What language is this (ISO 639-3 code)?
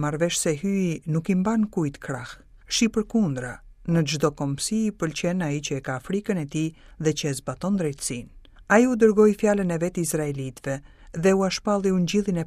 sqi